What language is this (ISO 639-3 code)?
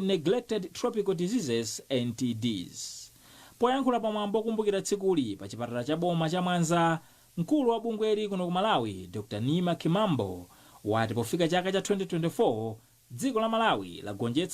nya